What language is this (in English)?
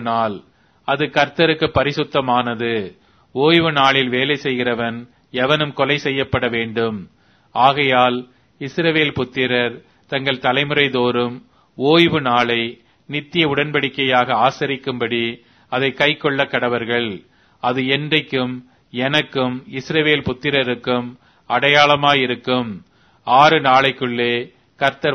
Tamil